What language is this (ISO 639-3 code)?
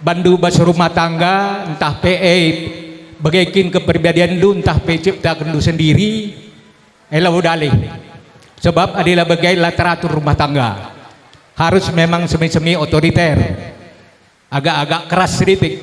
btx